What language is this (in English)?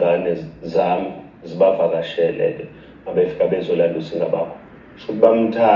Zulu